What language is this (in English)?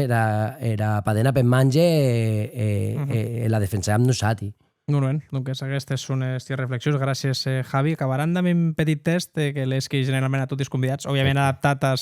Occitan